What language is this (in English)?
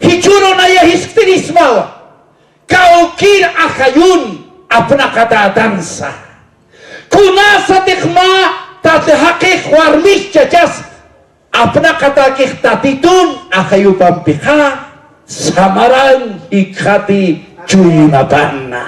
Aymara